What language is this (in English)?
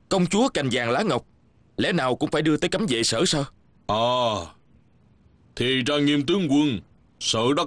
Vietnamese